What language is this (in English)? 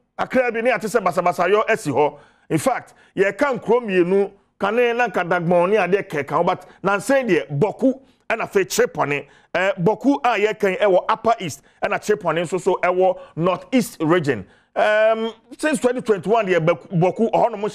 Akan